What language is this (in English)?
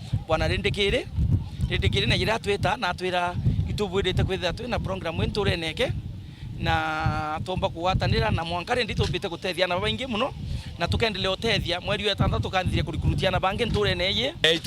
Meru